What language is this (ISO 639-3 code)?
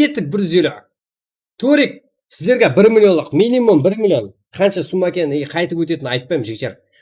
kaa